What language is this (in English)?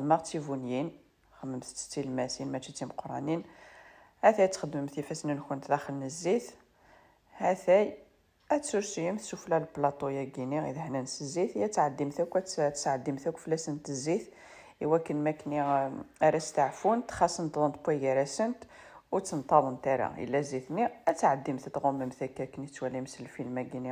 Kabyle